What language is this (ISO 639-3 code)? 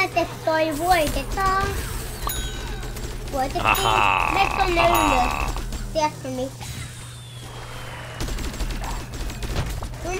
fin